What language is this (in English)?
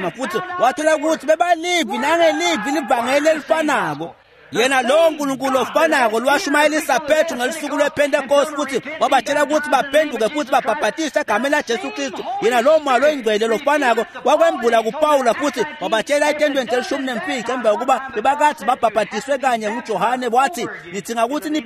Swati